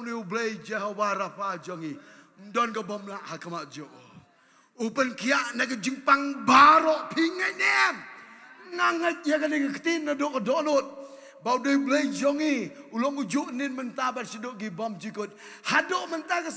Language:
Khasi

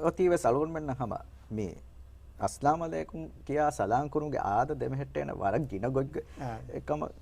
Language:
Divehi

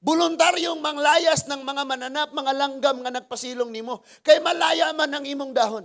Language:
Cebuano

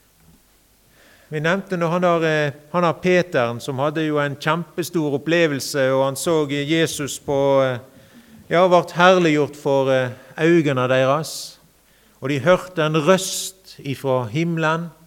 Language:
Norwegian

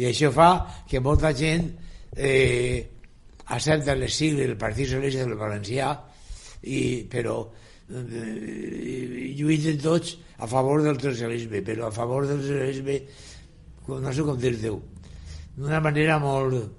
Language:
Catalan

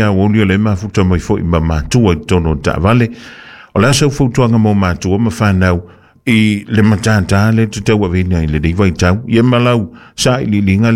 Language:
Samoan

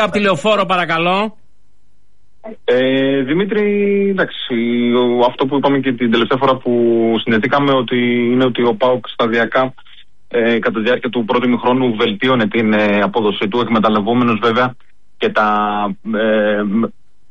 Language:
Greek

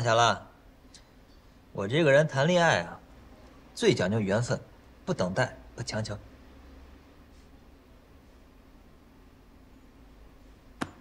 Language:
Chinese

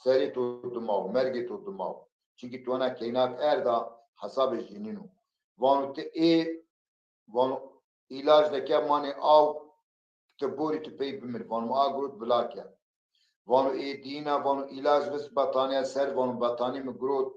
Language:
Zaza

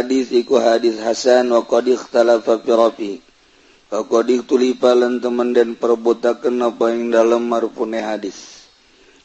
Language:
Sundanese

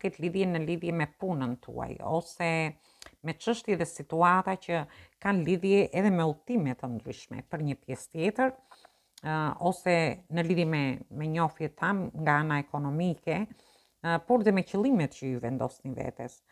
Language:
Albanian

